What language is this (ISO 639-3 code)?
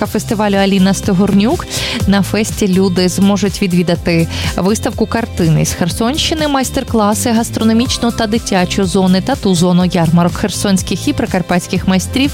ukr